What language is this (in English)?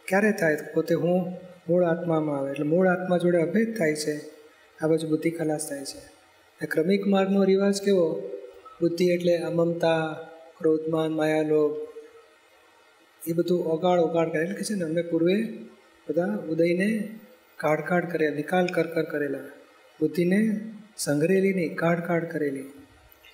Gujarati